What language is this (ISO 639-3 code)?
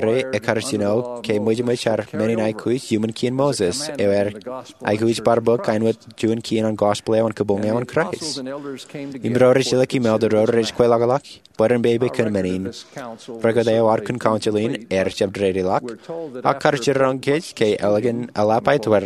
mah